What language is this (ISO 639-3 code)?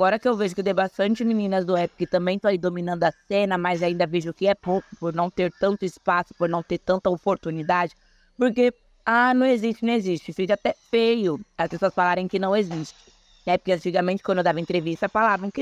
por